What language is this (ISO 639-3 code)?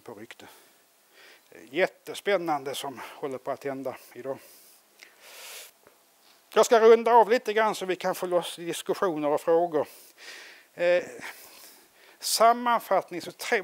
swe